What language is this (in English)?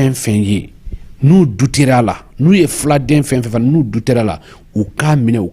Bambara